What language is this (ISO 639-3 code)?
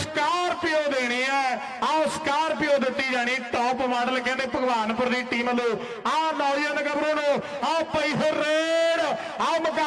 pan